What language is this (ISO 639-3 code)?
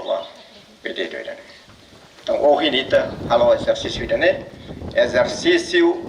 tet